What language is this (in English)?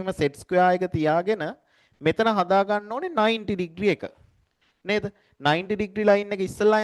Sinhala